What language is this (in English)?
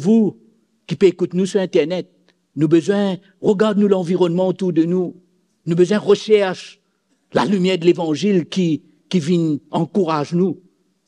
Morisyen